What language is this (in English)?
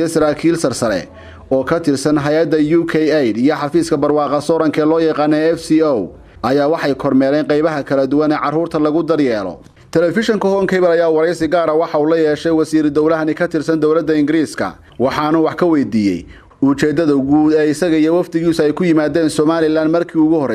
Somali